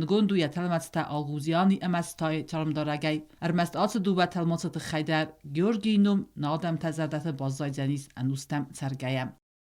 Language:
Ossetic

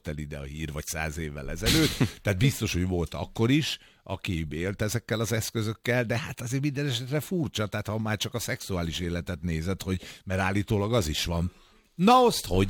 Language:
Hungarian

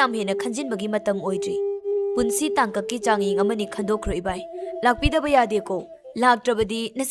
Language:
Manipuri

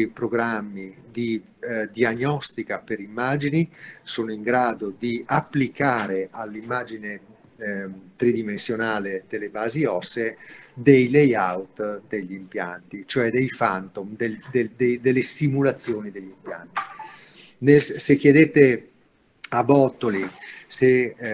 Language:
Italian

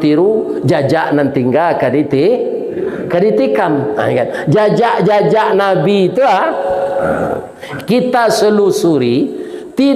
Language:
Minangkabau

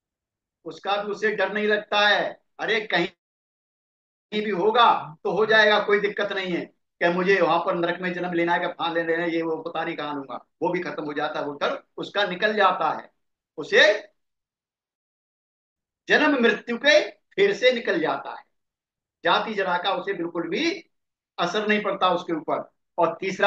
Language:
Hindi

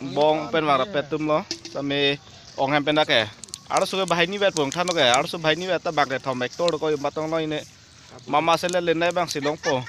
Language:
Karbi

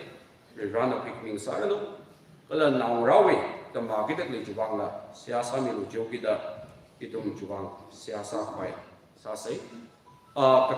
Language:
Tangkhul Naga (India)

